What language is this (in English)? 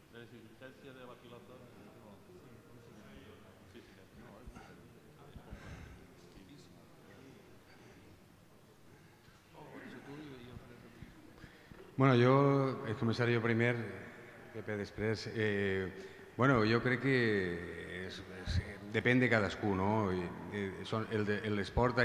Catalan